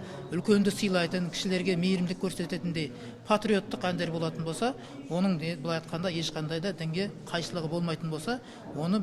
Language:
Kazakh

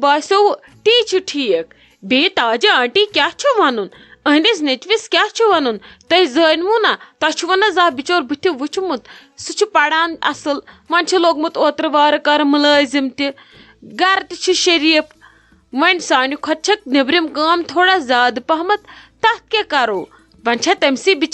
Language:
Kashmiri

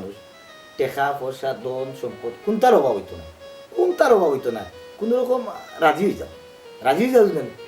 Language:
Sylheti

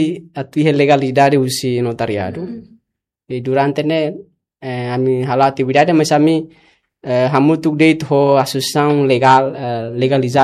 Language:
Tetum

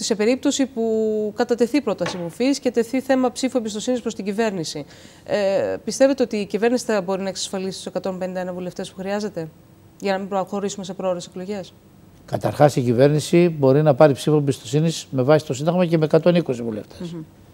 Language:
Greek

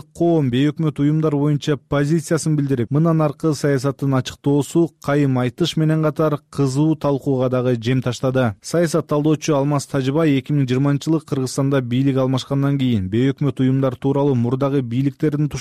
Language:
Kyrgyz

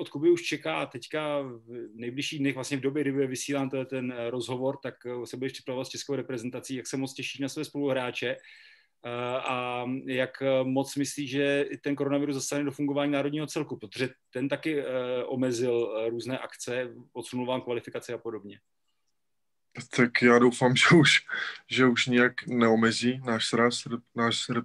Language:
Czech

